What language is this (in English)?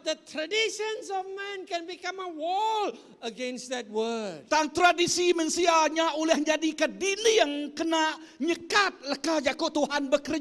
Iban